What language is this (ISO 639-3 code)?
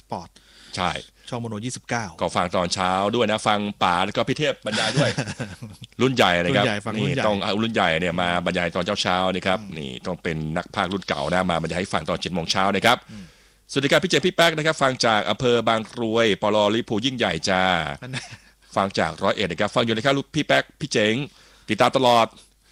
tha